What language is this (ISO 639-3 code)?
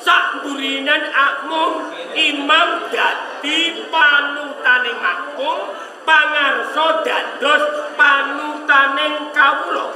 jav